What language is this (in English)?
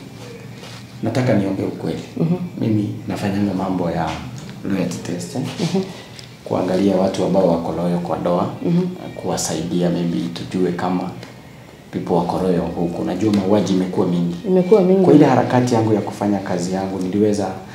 Swahili